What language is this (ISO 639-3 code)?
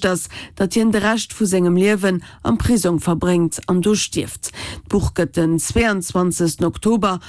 ltz